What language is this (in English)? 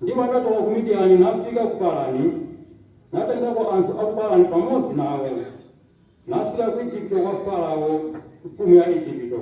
Nyanja